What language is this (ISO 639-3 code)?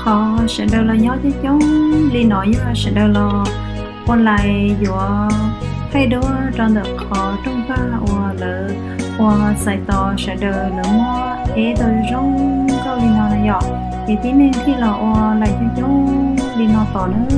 hmn